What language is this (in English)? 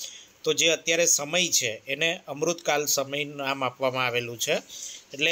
Gujarati